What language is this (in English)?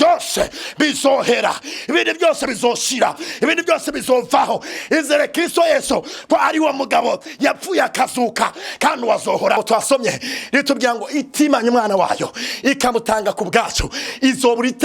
Rundi